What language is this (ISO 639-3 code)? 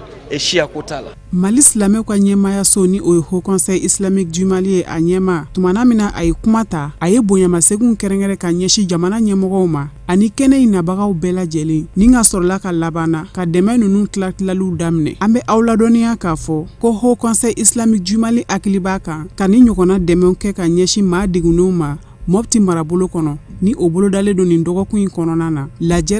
bam